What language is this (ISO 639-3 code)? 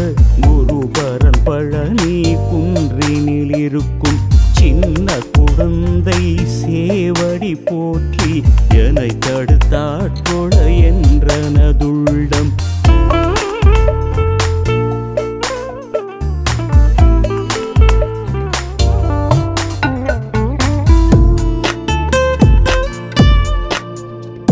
tam